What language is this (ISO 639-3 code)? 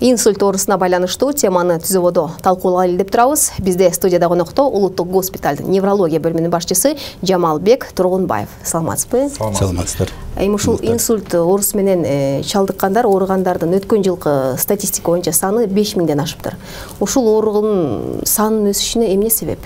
kir